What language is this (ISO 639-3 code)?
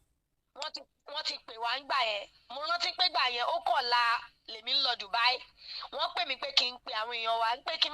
yor